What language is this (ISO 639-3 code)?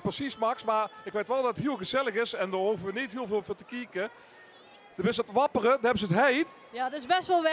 lim